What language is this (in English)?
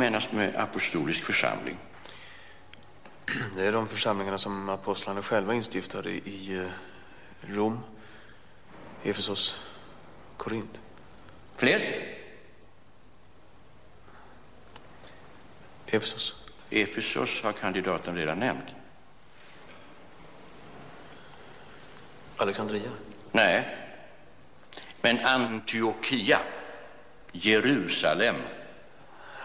Swedish